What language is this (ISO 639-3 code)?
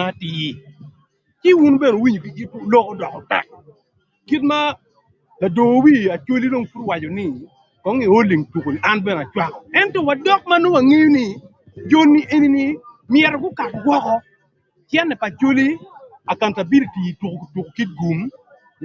ach